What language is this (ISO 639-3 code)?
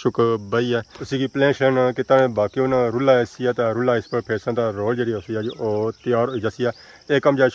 phr